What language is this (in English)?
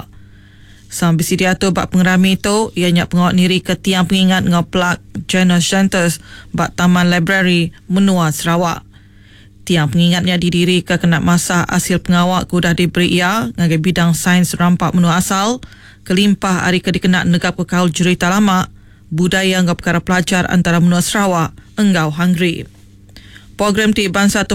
Iban